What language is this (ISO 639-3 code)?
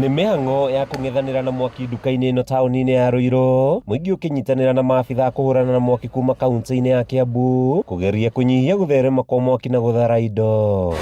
kik